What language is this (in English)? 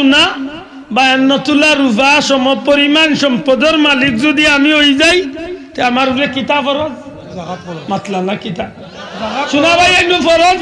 Sylheti